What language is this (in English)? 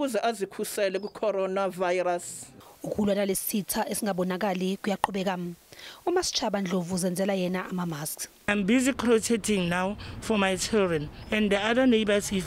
Zulu